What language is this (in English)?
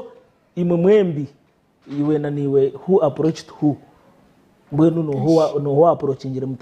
Nyankole